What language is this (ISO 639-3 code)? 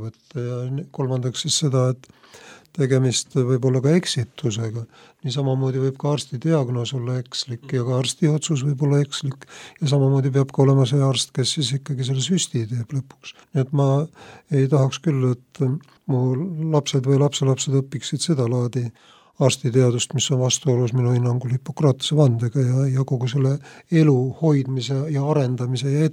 est